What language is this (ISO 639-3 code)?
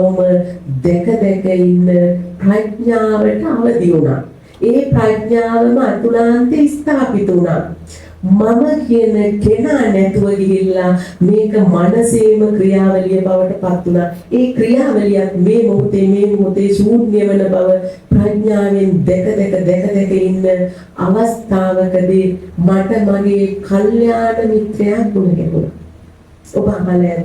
sin